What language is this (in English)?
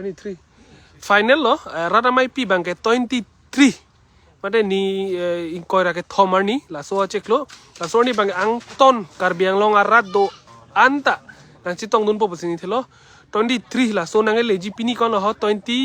Karbi